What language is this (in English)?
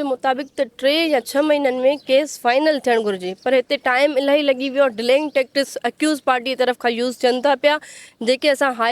Sindhi